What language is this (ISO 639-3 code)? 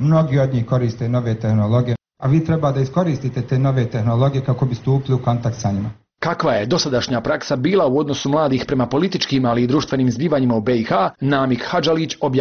bos